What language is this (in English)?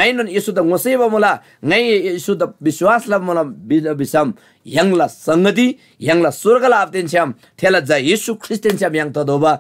Eastern Tamang